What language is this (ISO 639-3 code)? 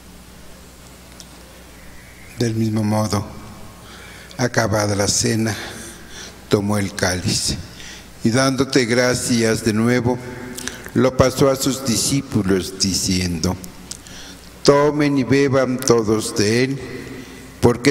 spa